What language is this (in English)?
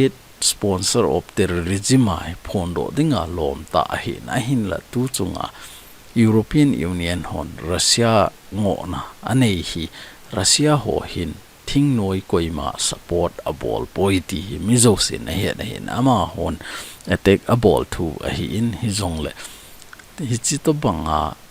Thado Chin